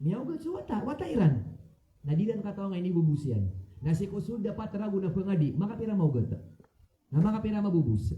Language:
Maranao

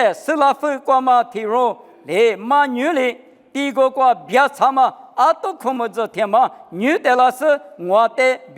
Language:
Lisu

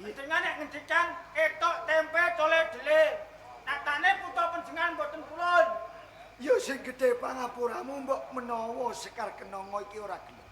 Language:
Javanese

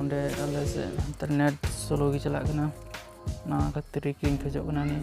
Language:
Santali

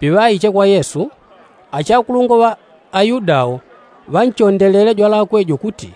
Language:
Yao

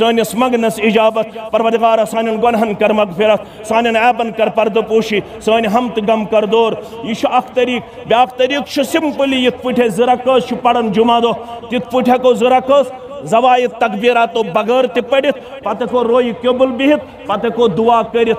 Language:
Kashmiri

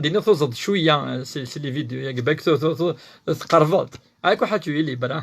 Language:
Kabyle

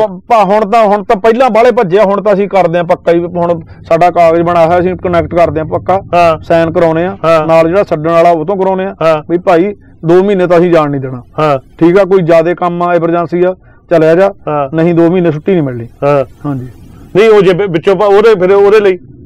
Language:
Punjabi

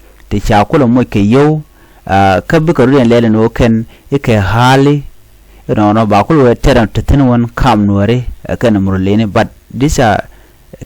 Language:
Nuer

